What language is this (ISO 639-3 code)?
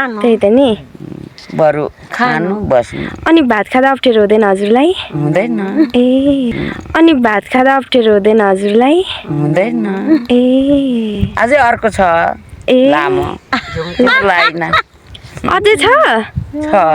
nep